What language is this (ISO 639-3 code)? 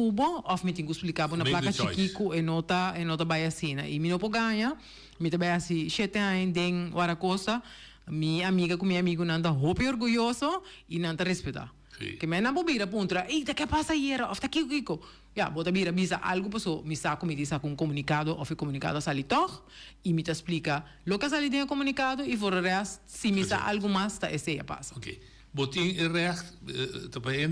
pap